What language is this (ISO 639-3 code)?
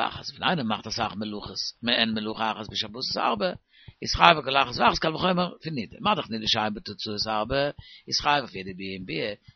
yid